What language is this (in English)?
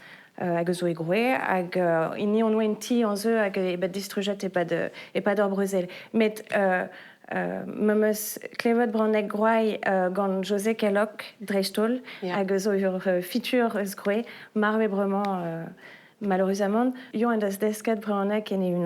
Breton